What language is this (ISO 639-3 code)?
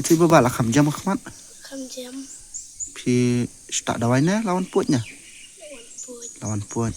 kha